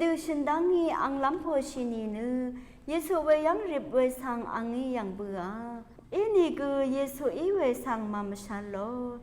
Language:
Rawang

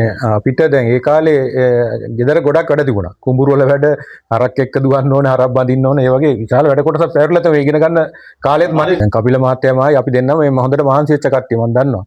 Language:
Sinhala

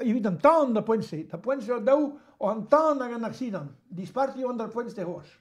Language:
Breton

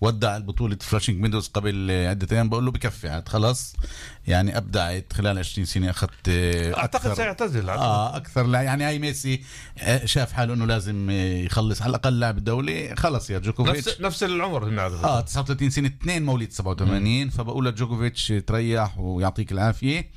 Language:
North Levantine Arabic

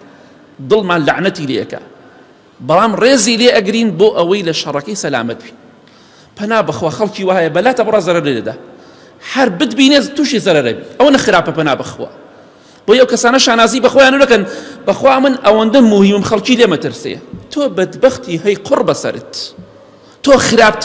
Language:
Central Kurdish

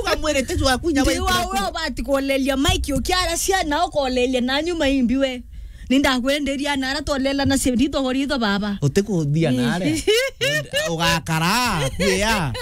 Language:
Meru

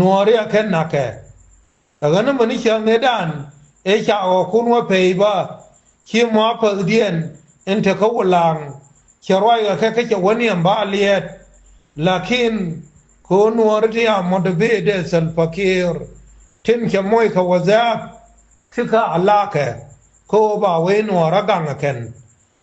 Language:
Nuer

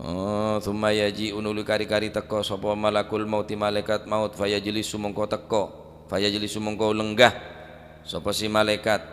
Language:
Madurese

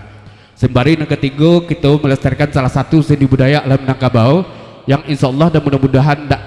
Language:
Minangkabau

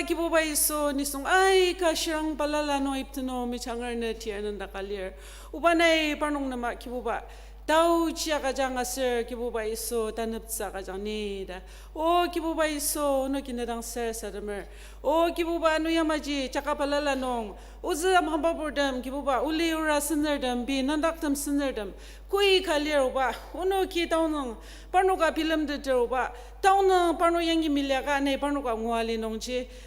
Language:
Ao Naga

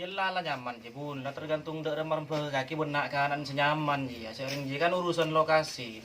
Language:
Madurese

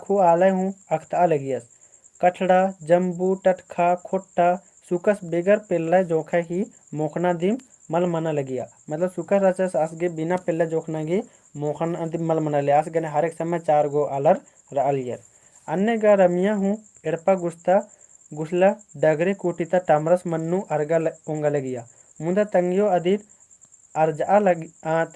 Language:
Kurukh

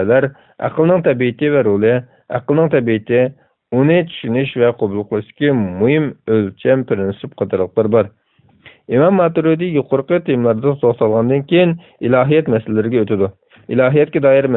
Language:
Uyghur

